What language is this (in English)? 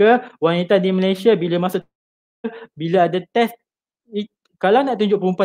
Malay